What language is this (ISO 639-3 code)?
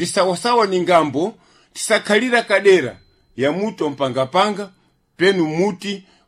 seh